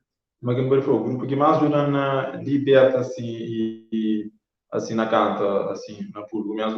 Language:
Kabuverdianu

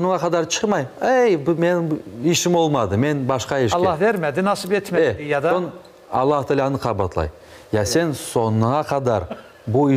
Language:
Crimean Tatar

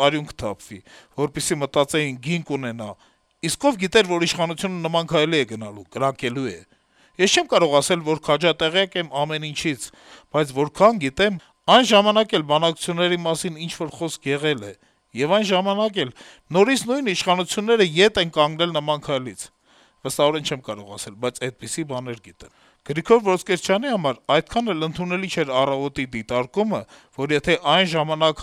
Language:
Armenian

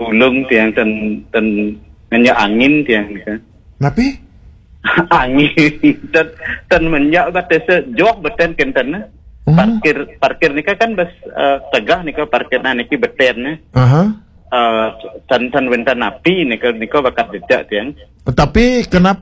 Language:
Balinese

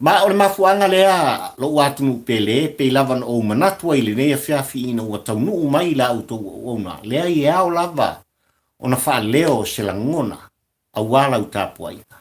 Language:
Samoan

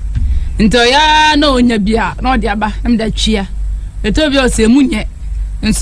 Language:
Akan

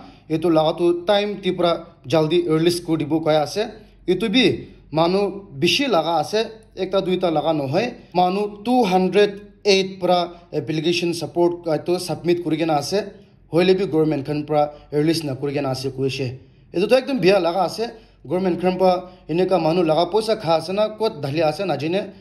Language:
Naga Pidgin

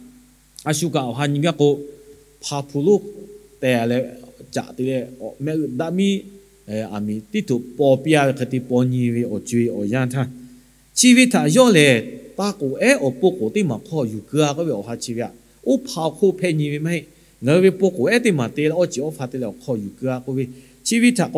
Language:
Lahu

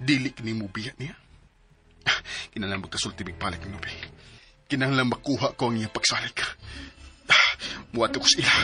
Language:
Cebuano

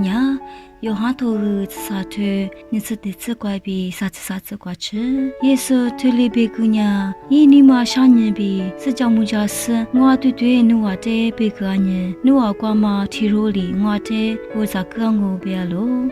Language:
Lisu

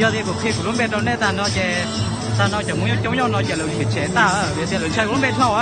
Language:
Hmong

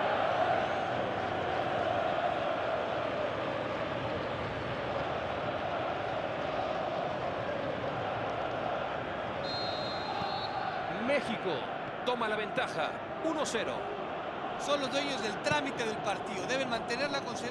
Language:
Spanish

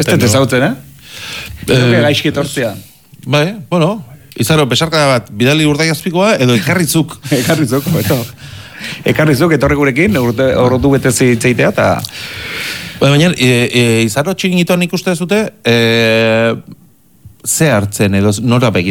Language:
Basque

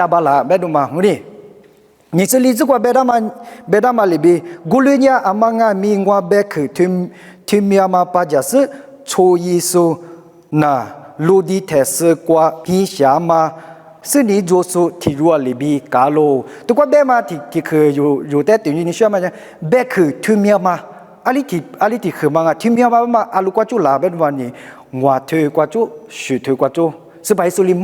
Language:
Lisu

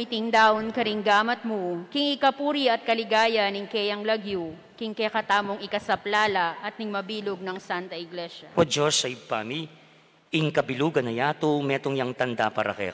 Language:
Pampanga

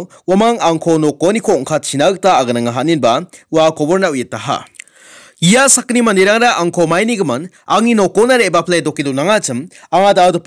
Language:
Garo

